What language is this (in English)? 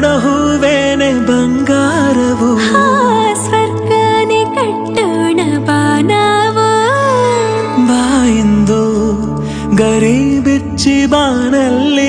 Kannada